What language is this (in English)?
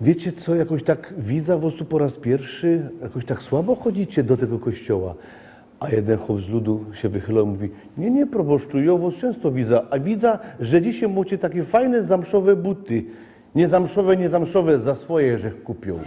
Silesian